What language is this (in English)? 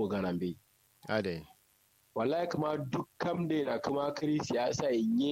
Kanuri